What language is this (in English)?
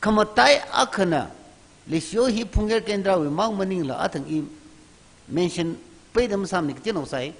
Tangkhul Naga (India)